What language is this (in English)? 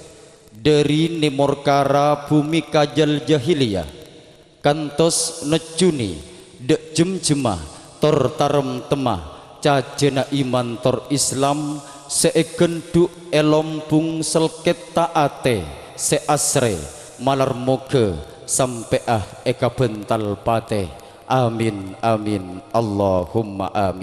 Madurese